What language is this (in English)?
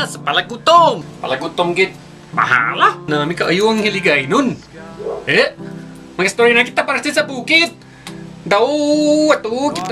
Hiligaynon